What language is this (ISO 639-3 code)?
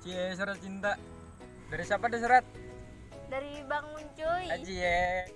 bjn